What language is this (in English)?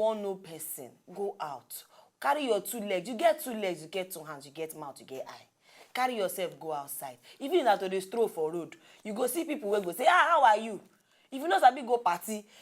Nigerian Pidgin